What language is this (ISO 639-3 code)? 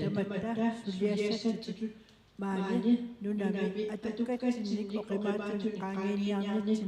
kal